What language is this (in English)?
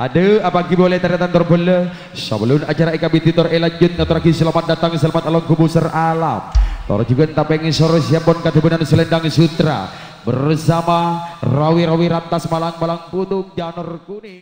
Madurese